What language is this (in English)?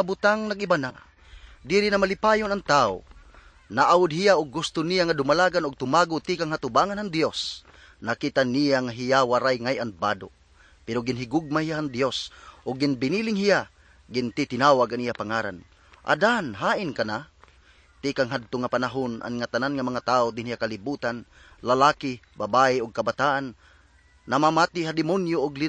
Waray